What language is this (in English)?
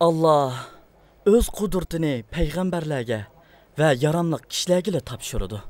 Uyghur